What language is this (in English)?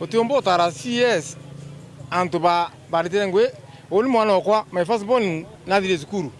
Meru